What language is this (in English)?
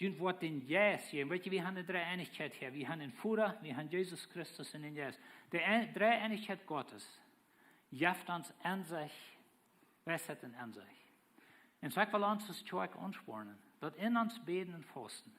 Plautdietsch